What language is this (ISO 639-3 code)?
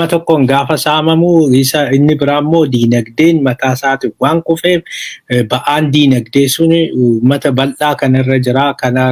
orm